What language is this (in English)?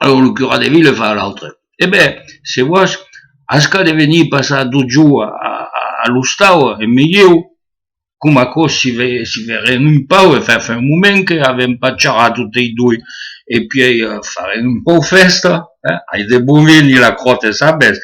Occitan